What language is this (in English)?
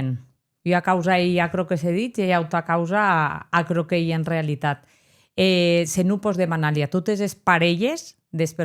Occitan